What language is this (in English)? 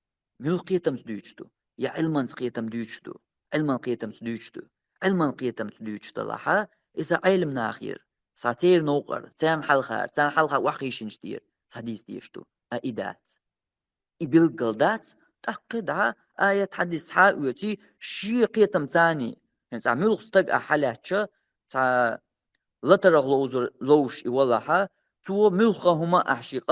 Chechen